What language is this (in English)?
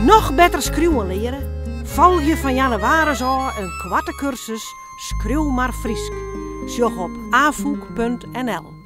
Western Frisian